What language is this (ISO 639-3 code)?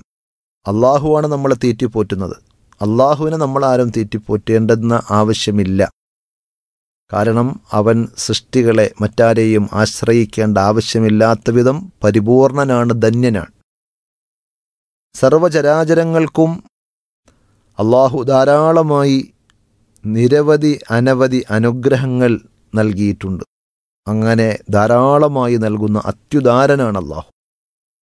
mal